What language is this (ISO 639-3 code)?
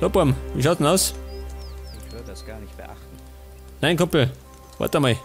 bar